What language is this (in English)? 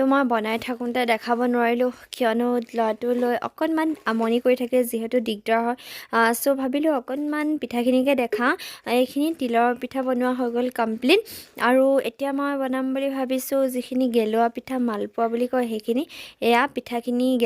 Assamese